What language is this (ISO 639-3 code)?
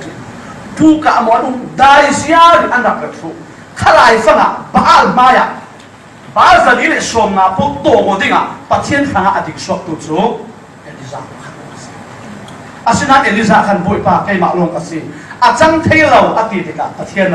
cfm